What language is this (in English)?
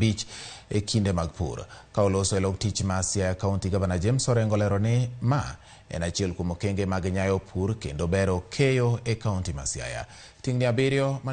Luo (Kenya and Tanzania)